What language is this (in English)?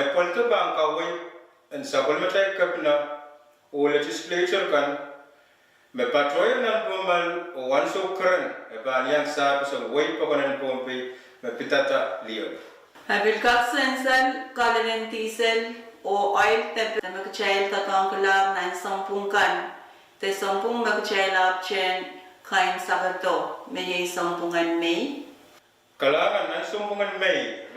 Pohnpeian